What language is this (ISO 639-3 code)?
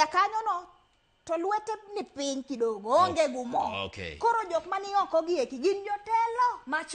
luo